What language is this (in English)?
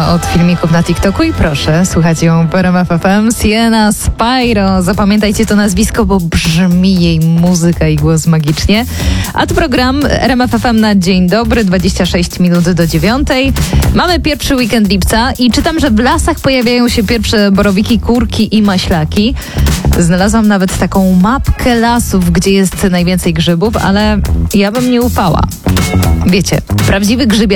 Polish